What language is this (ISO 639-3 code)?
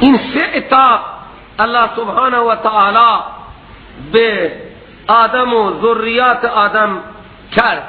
fas